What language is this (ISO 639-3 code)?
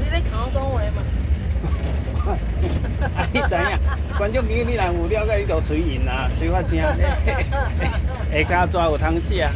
nan